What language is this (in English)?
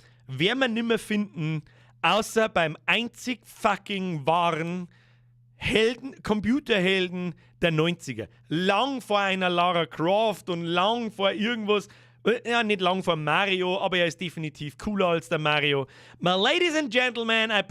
Bavarian